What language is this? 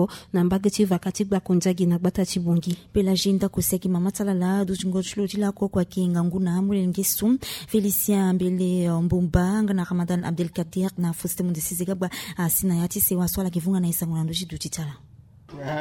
Sango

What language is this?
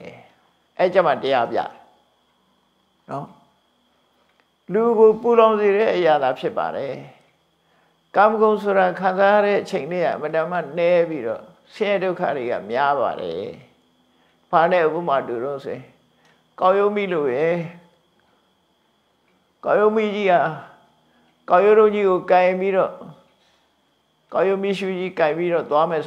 Burmese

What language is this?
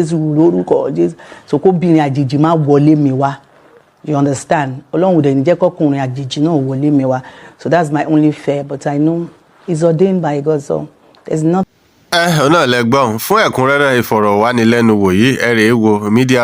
Yoruba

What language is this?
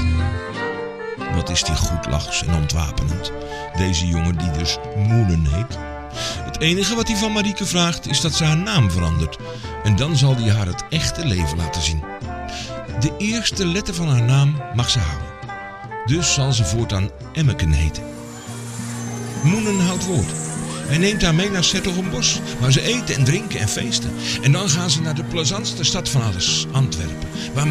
Dutch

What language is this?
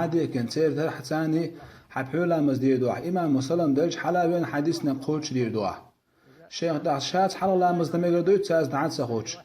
Chechen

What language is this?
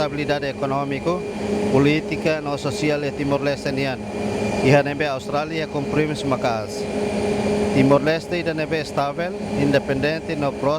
Tetum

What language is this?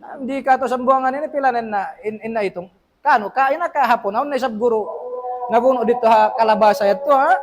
Tausug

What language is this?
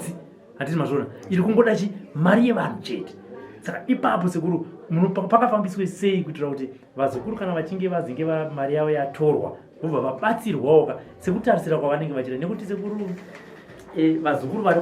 Shona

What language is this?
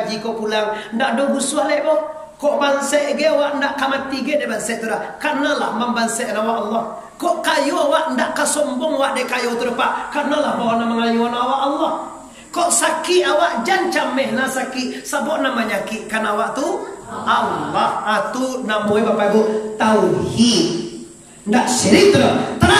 Minangkabau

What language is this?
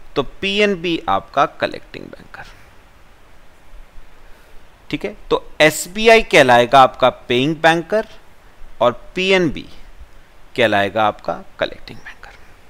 Hindi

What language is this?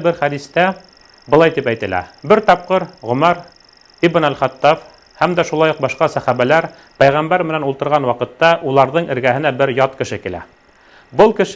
Bashkir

